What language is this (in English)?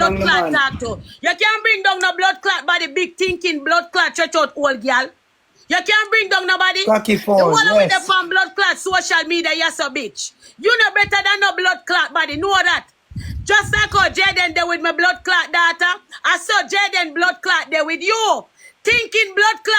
Jamaican Creole English